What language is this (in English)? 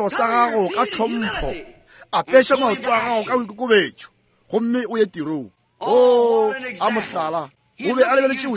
Northern Sotho